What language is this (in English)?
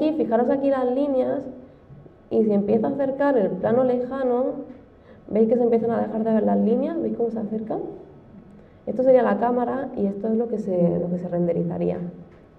Spanish